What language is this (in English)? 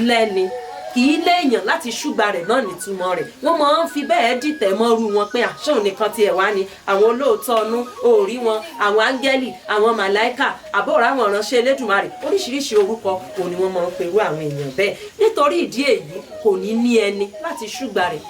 Yoruba